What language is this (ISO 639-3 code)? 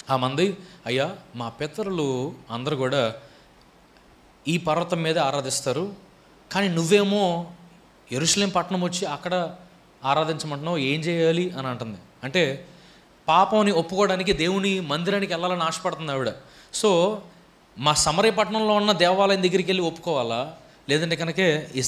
tel